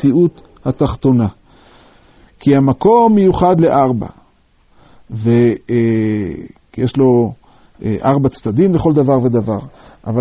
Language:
Hebrew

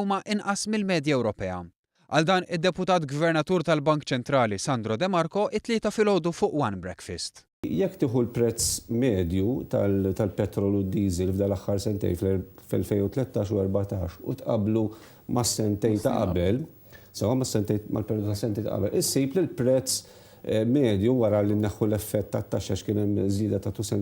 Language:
Maltese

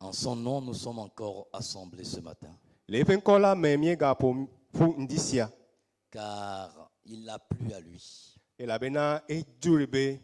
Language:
Ewe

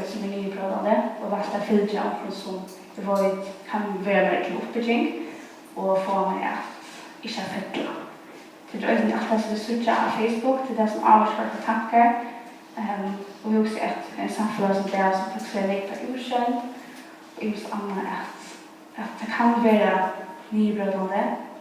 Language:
Faroese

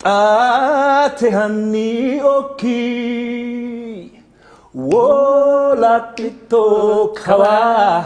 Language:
Sidamo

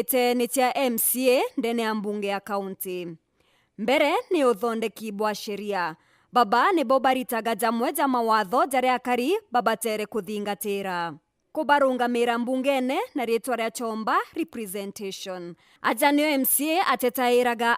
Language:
Meru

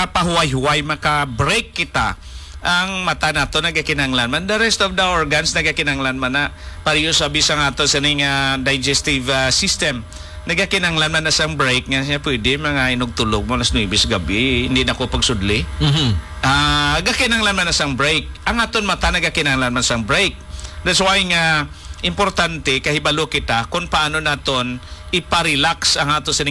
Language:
Hiligaynon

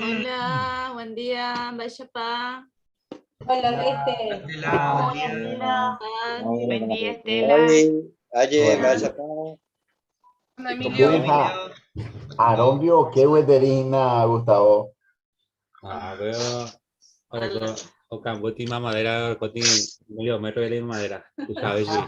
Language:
Guarani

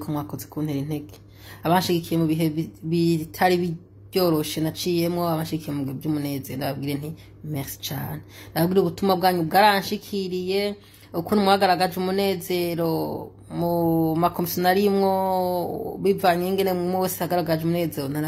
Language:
Rundi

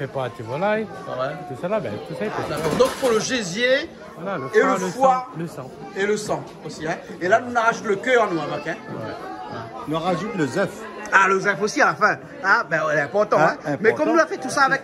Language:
Réunion Creole French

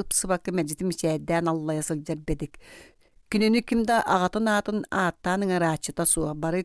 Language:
Yakut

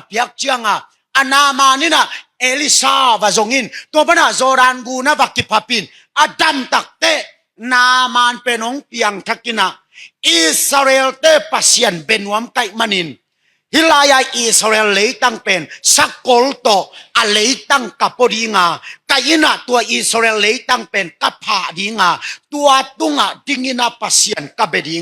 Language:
Tedim Chin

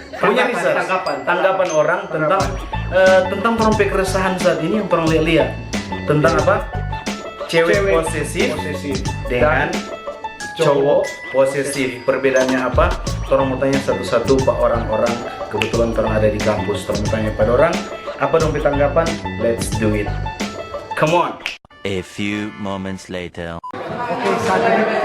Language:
Manado Malay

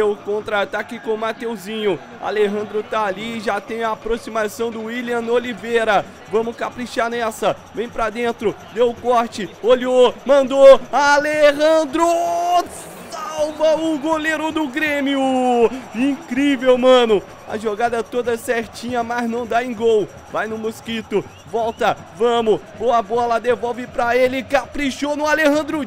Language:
Portuguese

